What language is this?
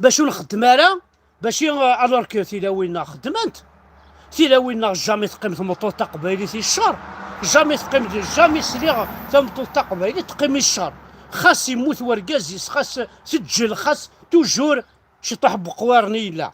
Kabyle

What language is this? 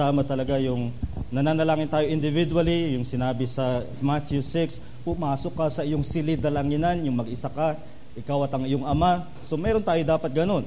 Filipino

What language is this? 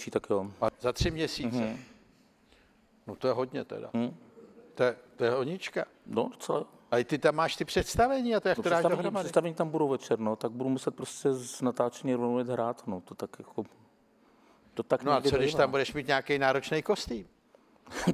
Czech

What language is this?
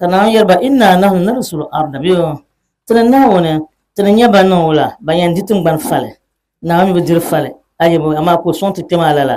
Dagbani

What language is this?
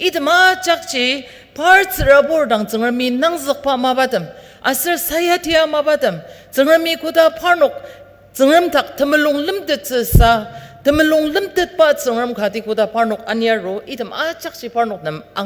Ao Naga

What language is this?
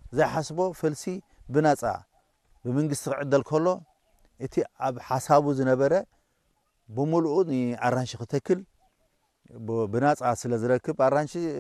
Tigrinya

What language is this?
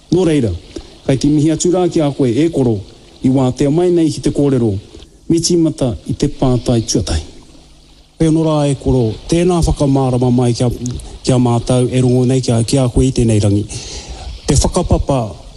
Māori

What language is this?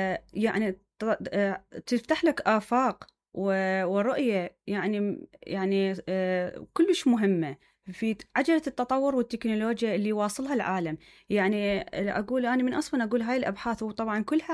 Mesopotamian Arabic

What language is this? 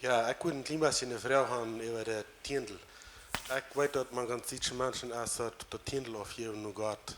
Plautdietsch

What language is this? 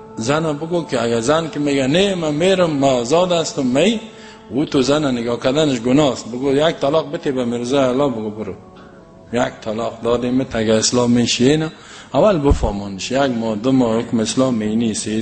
Persian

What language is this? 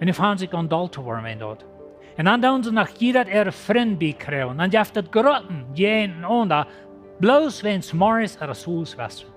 Plautdietsch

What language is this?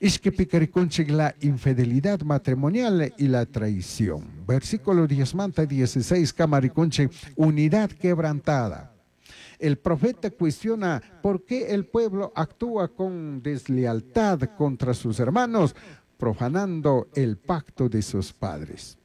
Chimborazo Highland Quichua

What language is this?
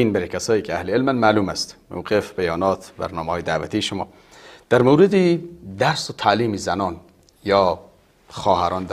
Persian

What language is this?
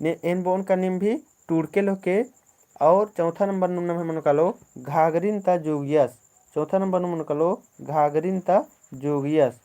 Kurukh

